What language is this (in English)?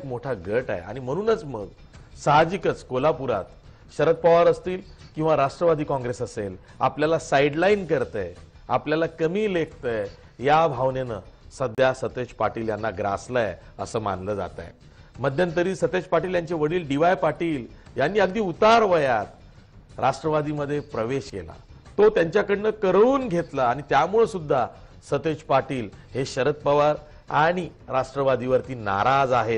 Marathi